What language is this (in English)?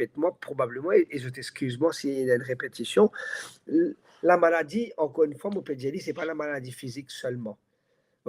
Morisyen